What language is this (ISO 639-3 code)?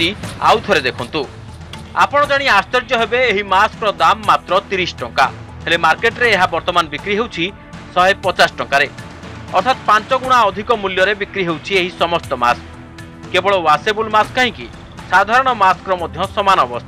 ori